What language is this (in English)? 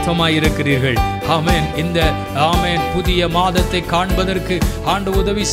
Tamil